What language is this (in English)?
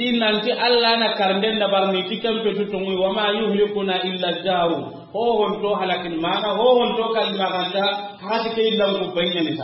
Soninke